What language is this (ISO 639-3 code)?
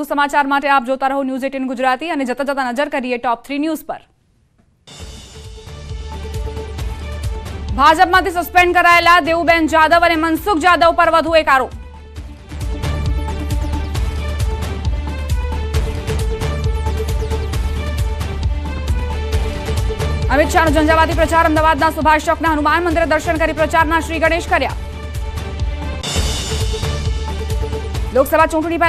guj